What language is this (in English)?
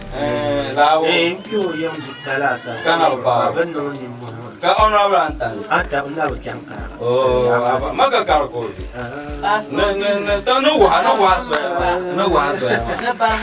Dagbani